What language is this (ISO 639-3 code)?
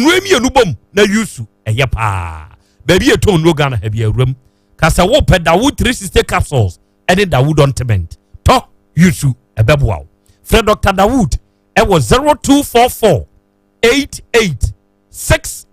aka